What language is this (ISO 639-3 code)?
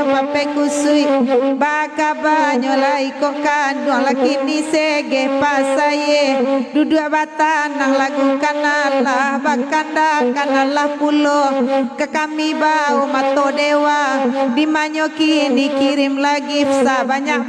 min